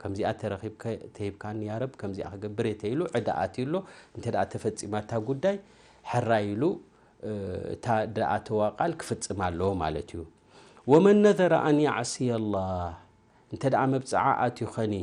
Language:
Tigrinya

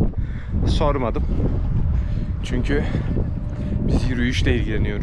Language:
Turkish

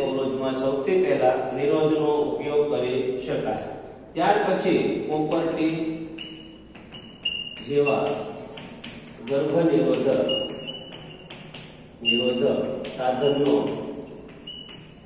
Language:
Gujarati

